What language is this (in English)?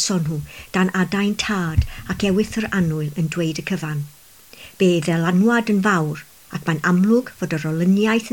Welsh